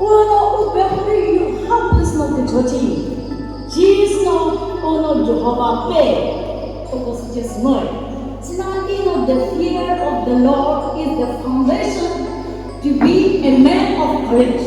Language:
Chokri Naga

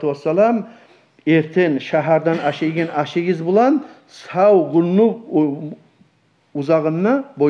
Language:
Kumyk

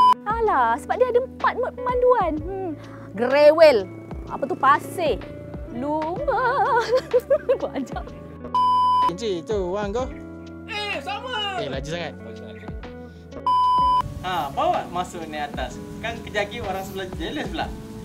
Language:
Malay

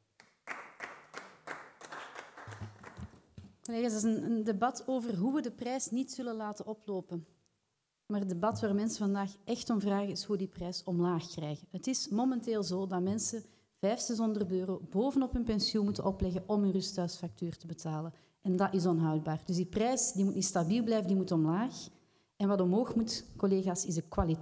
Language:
Dutch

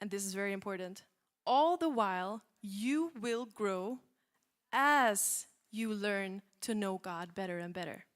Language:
English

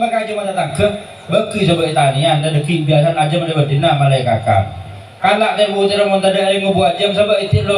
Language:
Madurese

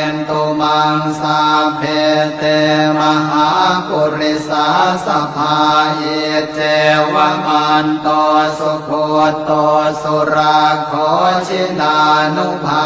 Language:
Pali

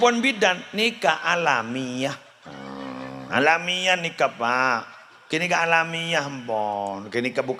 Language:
Madurese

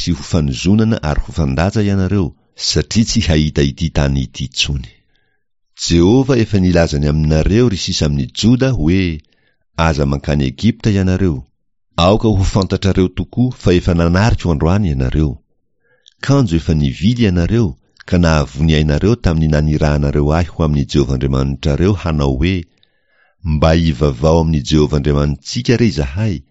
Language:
Malagasy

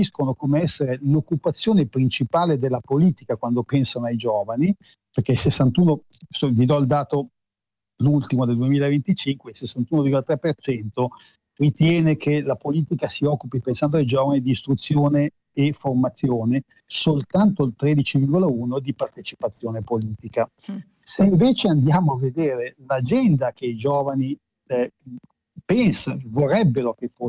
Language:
Italian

